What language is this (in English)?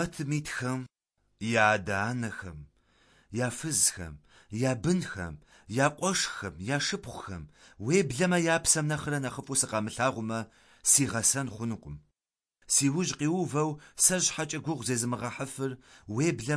Kabardian